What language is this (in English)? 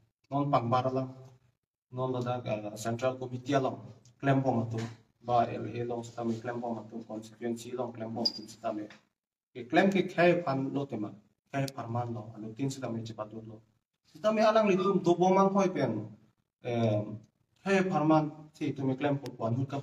Karbi